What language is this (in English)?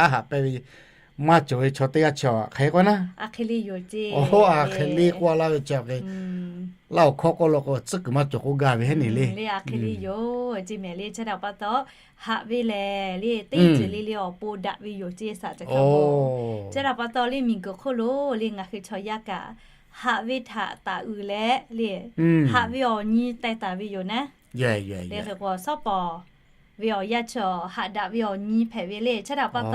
Lahu